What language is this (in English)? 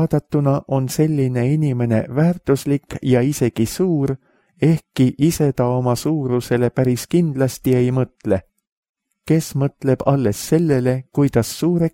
Estonian